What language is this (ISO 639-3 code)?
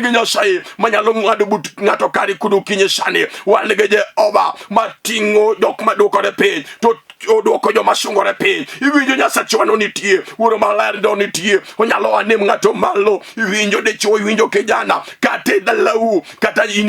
luo